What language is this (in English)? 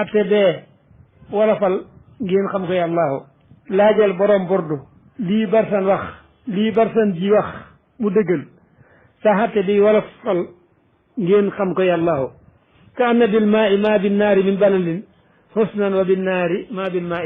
Wolof